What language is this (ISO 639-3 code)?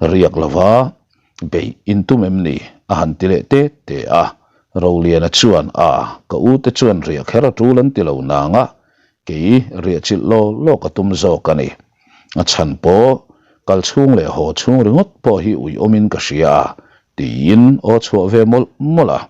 lus